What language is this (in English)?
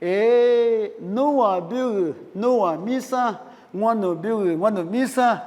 Lisu